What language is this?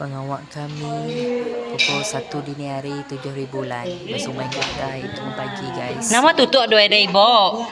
Iban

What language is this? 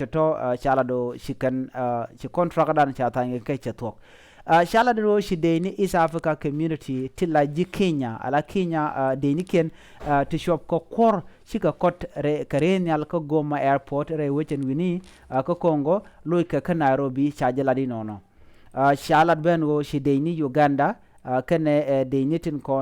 Nuer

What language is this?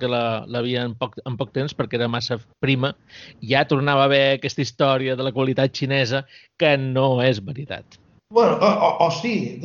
Catalan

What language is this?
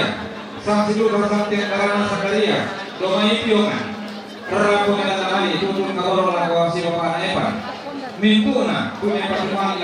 Toraja-Sa'dan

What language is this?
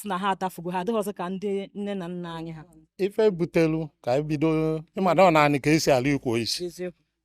Igbo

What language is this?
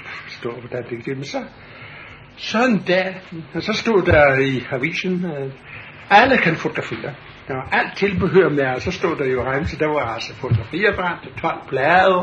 Danish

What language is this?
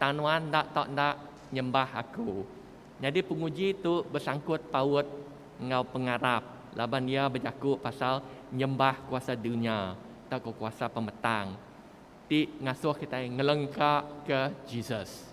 Iban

